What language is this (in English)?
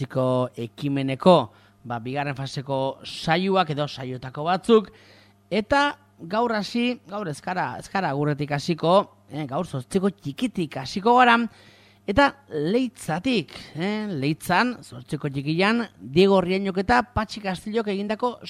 Basque